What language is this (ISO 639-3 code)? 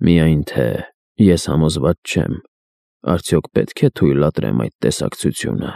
hye